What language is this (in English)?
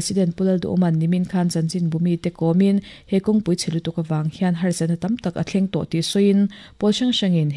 Mizo